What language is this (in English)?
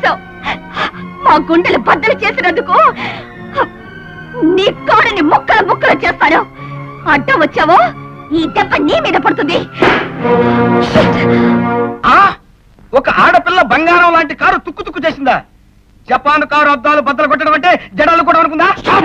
Telugu